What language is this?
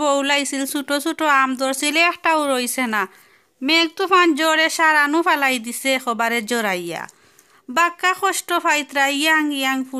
Sylheti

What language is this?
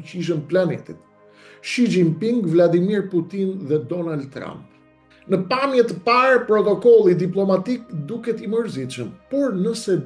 Albanian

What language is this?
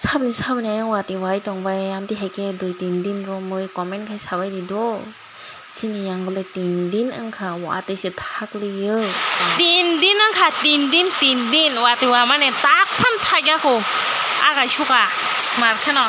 Kok Borok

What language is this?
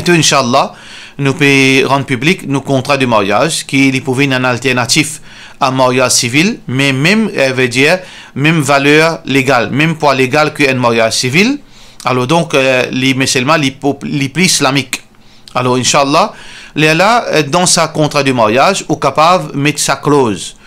Morisyen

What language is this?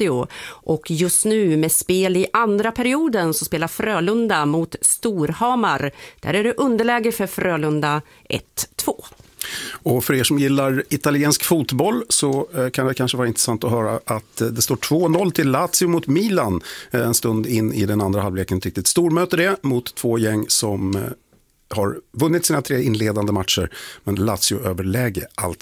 Swedish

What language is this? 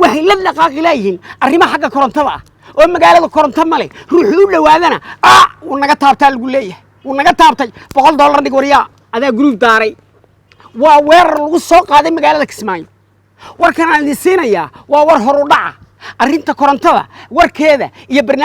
Somali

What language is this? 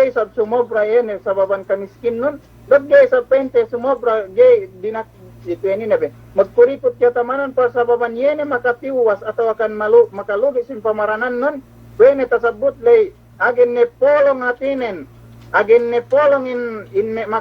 Yakan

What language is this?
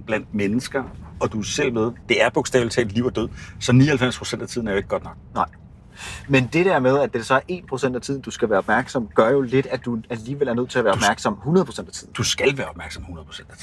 Danish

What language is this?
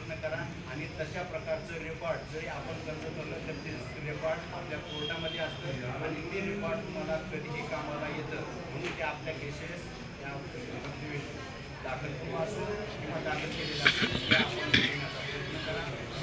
Marathi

